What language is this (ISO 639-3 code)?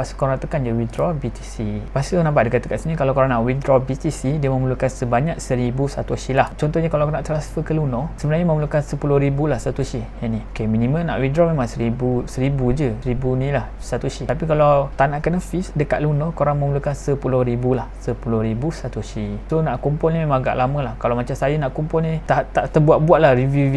msa